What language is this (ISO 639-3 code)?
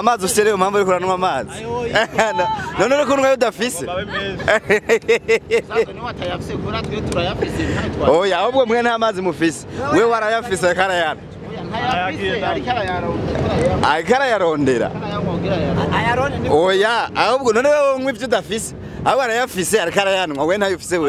run